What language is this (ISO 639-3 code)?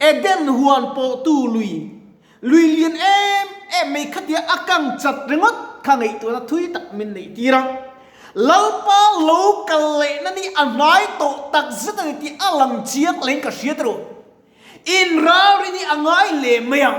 lus